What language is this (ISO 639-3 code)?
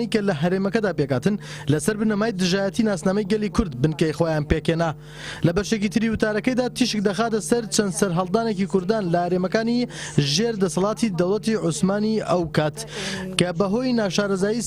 ckb